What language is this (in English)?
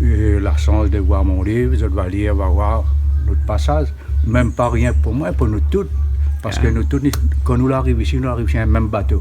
Réunion Creole French